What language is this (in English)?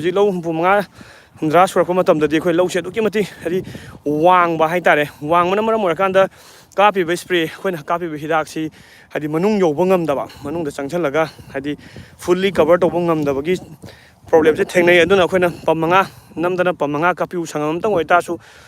Manipuri